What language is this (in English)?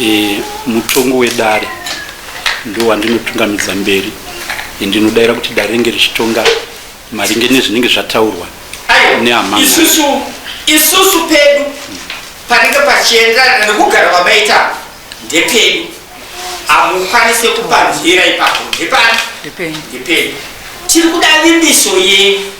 Shona